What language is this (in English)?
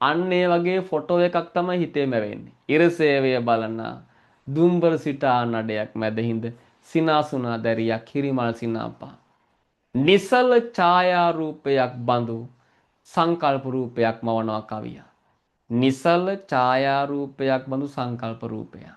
Sinhala